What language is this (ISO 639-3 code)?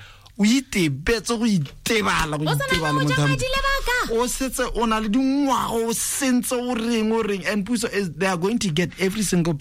tsn